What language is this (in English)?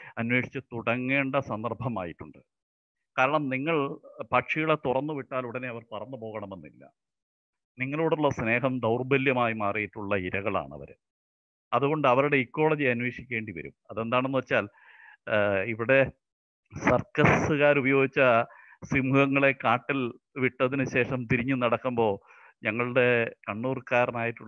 Malayalam